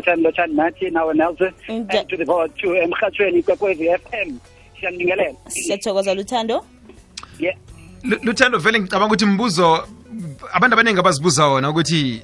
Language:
South Ndebele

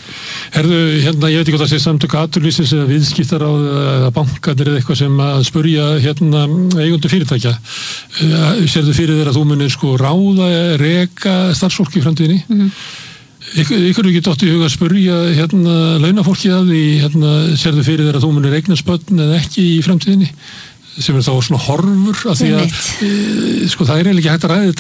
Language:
Icelandic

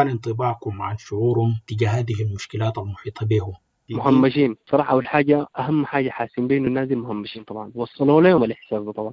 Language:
Sudanese Arabic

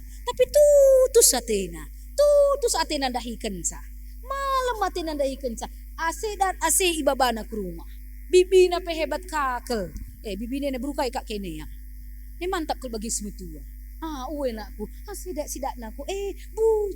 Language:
Batak Karo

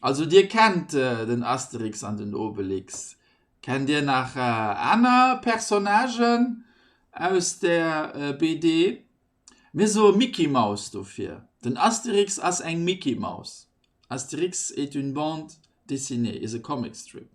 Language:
Luxembourgish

